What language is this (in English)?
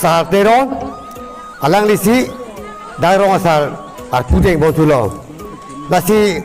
Karbi